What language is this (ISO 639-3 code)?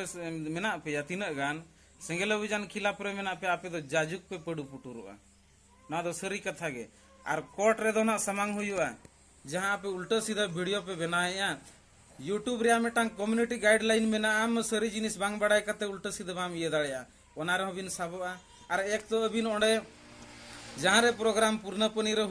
sat